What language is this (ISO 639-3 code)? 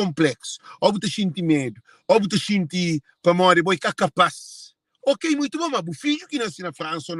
kea